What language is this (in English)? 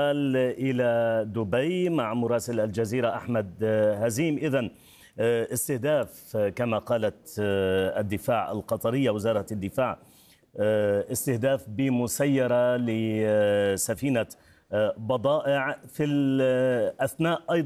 Arabic